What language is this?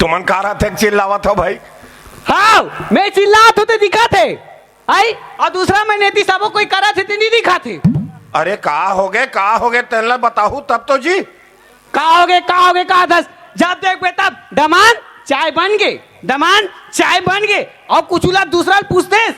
Chhattisgarhi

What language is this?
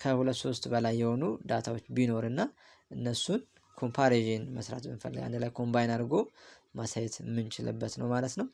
Amharic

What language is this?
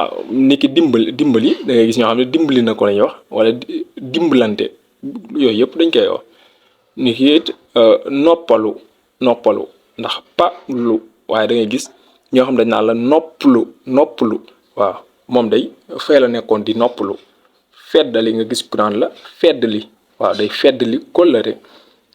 Wolof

